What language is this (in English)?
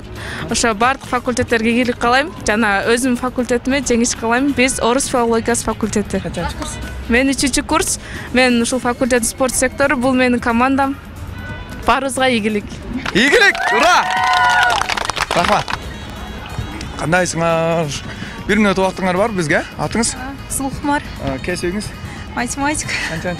Kyrgyz